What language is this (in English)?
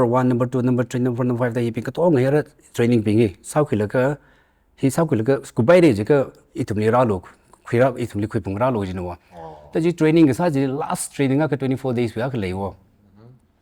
Tangkhul Naga (India)